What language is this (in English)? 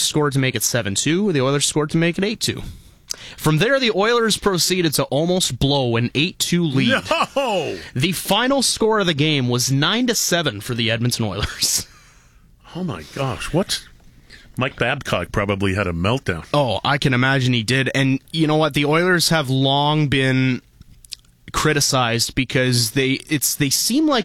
English